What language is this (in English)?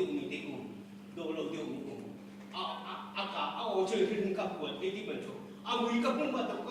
Hakha Chin